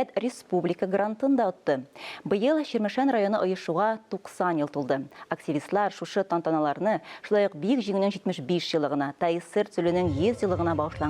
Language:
Tatar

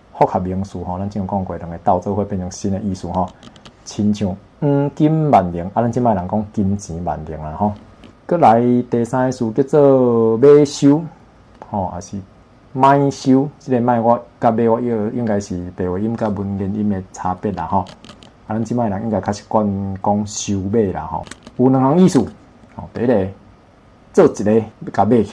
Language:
Min Nan Chinese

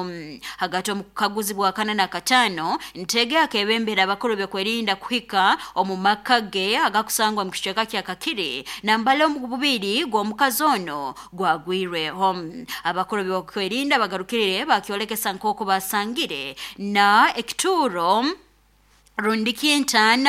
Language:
Nyankole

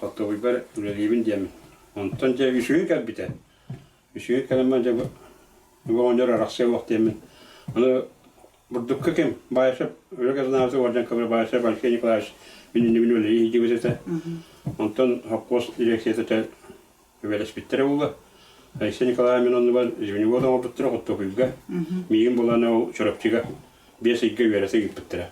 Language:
Yakut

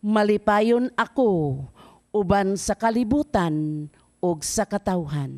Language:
Cebuano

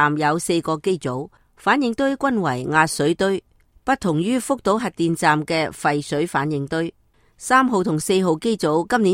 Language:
Cantonese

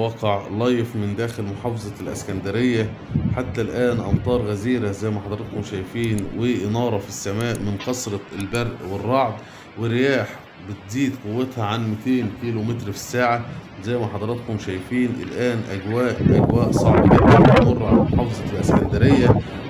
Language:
Egyptian Arabic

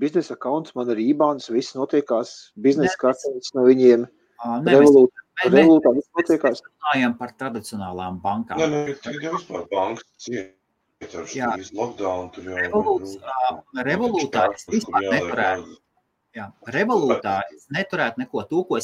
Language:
Latvian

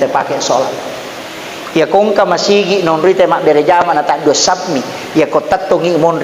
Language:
Buginese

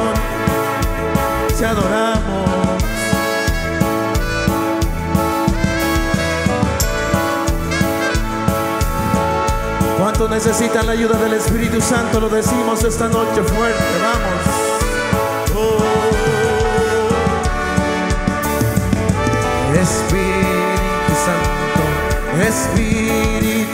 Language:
Spanish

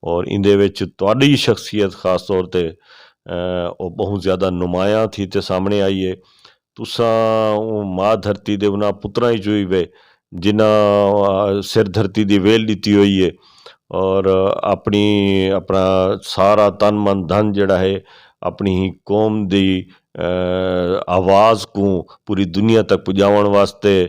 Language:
Western Panjabi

